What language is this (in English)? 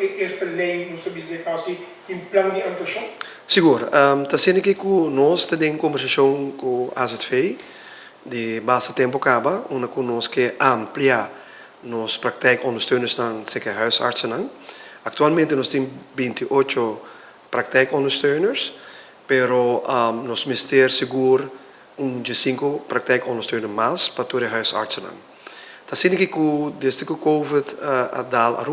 Papiamento